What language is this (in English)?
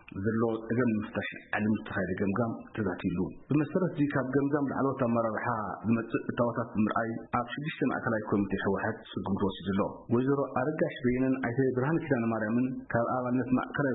Tigrinya